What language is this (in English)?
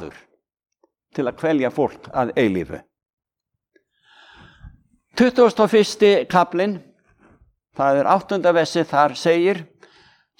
Icelandic